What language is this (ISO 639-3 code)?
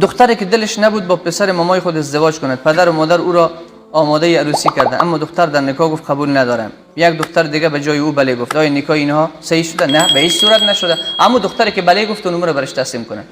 fas